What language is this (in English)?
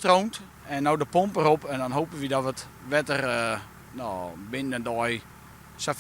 Western Frisian